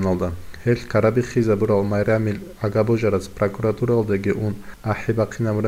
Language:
Avaric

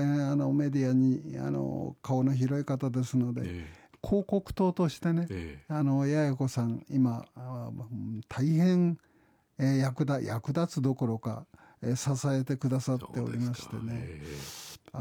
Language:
Japanese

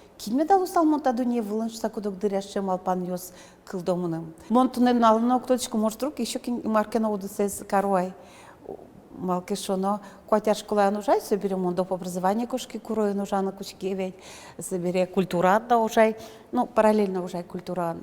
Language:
Udmurt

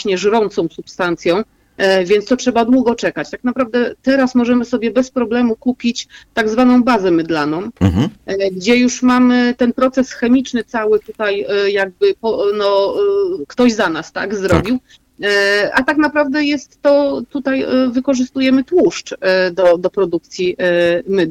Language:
Polish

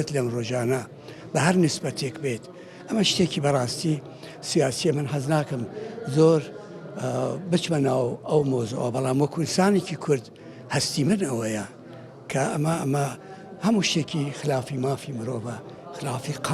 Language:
Central Kurdish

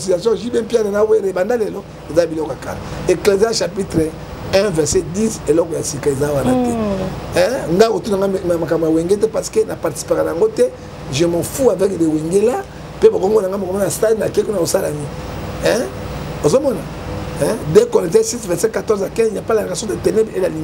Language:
Lingala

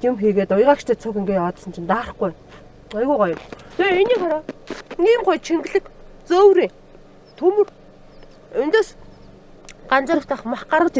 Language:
Mongolian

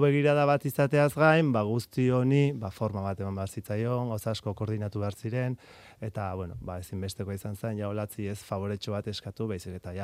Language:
Basque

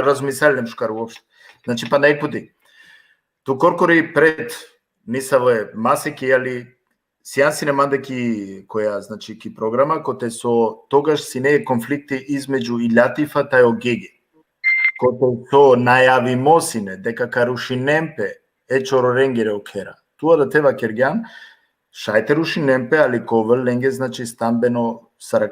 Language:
Balkan Romani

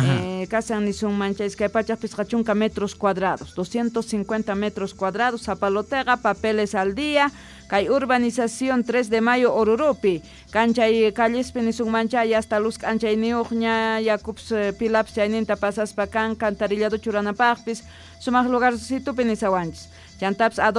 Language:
Quechua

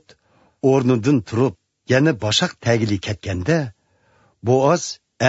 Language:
Uyghur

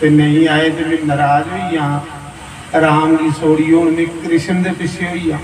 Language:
Dogri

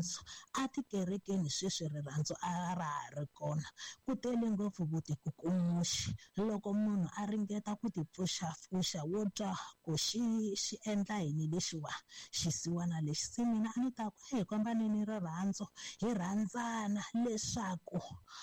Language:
Tsonga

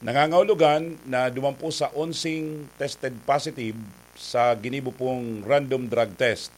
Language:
Bikol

